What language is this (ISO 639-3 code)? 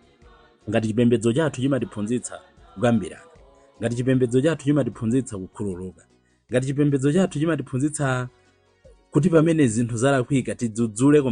nya